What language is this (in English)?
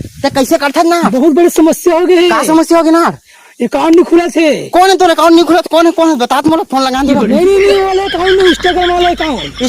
Chhattisgarhi